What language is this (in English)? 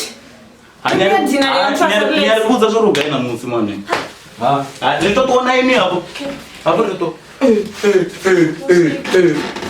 Venda